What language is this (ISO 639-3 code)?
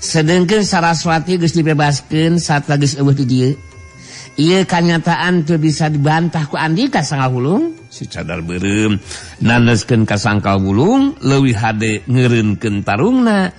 sun